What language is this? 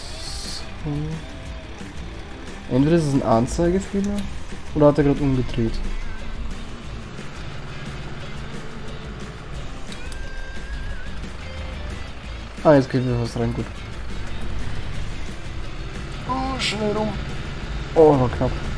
German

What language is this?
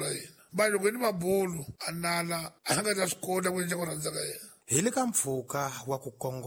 Tsonga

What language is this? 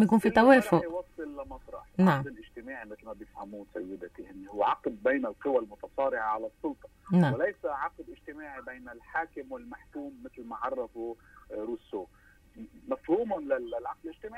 North Levantine Arabic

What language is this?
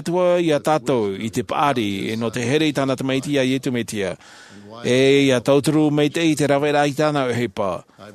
Tahitian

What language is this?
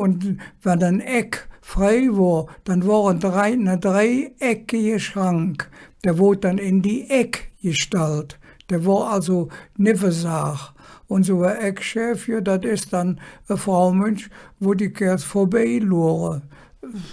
Colognian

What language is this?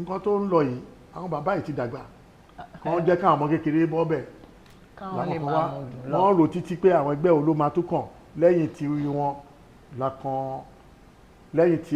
Yoruba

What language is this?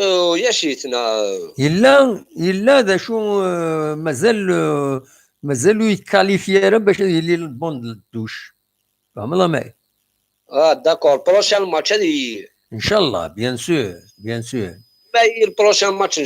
Kabyle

